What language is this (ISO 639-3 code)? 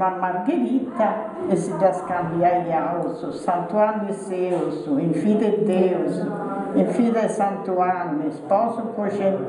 srd